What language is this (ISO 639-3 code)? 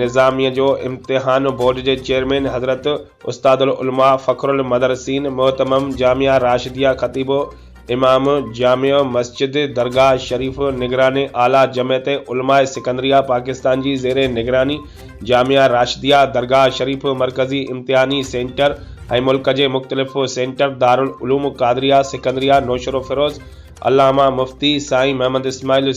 snd